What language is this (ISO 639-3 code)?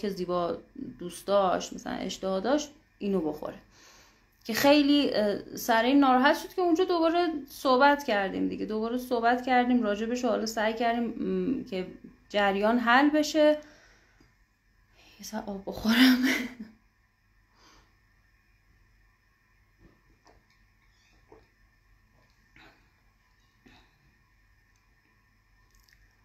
fas